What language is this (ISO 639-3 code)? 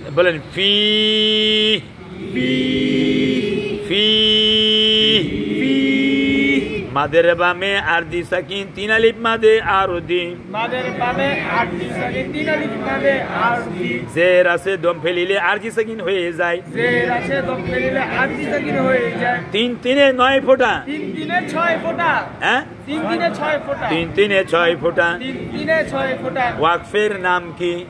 ben